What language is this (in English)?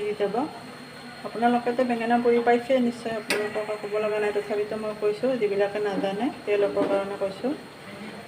Assamese